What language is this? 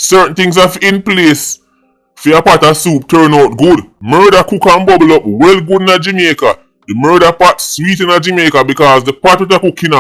Jamaican Creole English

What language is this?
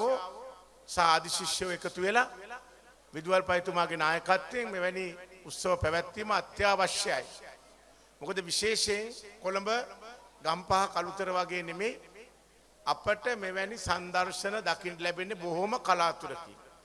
Sinhala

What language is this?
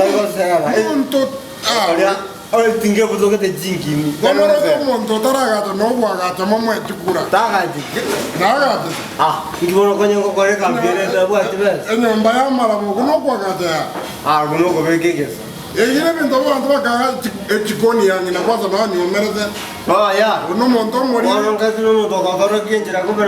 Gusii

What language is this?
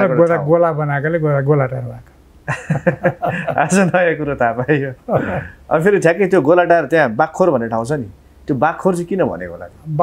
Nepali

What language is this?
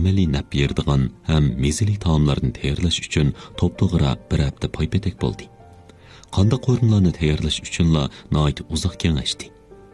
Uyghur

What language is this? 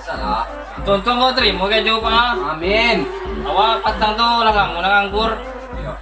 Minangkabau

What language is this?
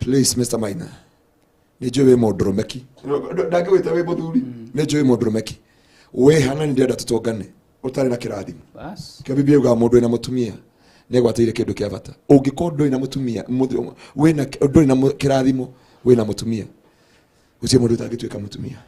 Kikuyu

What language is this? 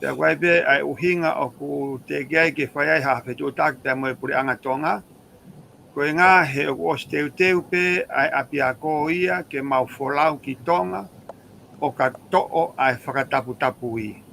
Tongan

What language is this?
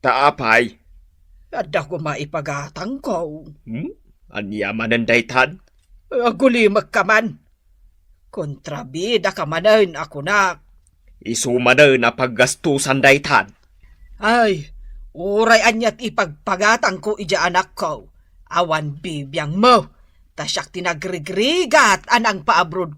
Iloko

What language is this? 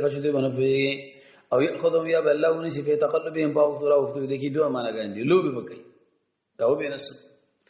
Pashto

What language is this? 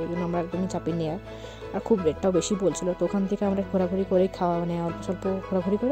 Bangla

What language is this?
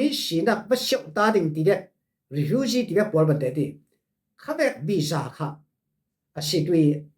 Falam Chin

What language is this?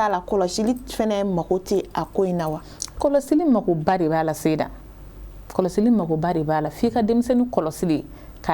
Bambara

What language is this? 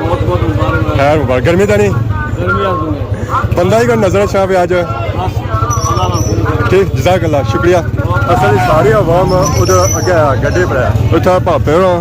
Pahari-Potwari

